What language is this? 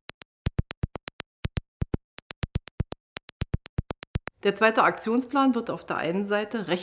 German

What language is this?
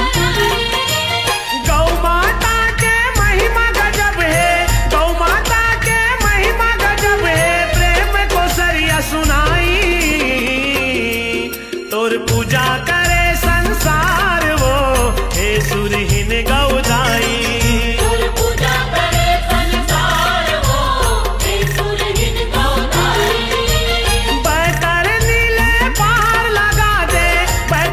Chhattisgarhi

